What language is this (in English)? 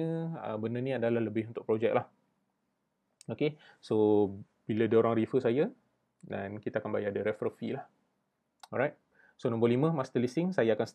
Malay